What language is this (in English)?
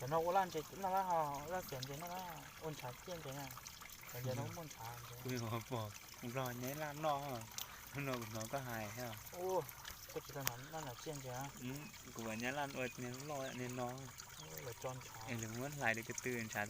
Hmong